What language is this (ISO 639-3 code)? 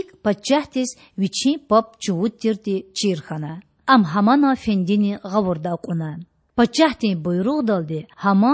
lez